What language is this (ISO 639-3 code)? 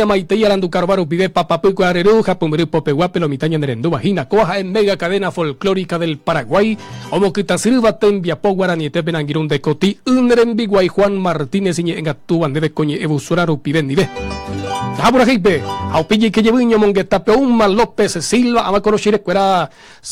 grn